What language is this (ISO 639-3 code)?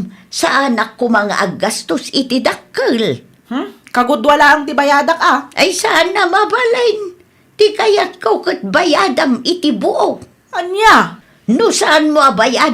ilo